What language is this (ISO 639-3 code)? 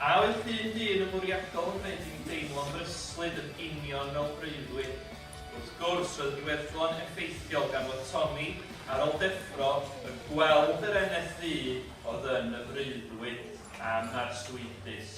cym